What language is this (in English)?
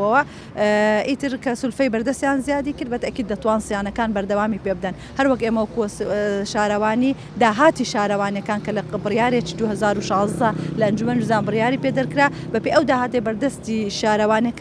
Central Kurdish